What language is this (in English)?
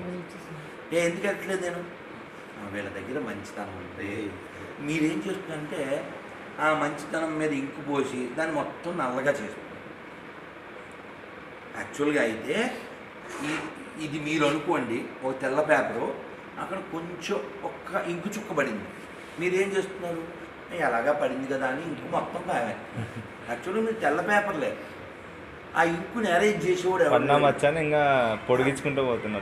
Telugu